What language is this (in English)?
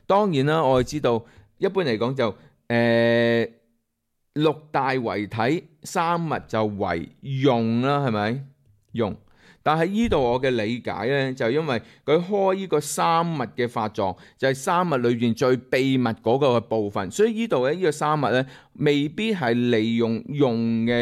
Cantonese